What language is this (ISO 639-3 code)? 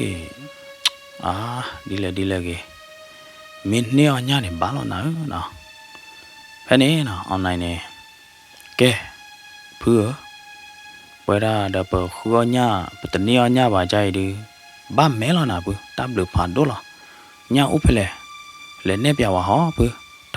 ksw